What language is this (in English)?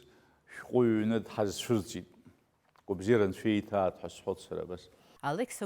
Abkhazian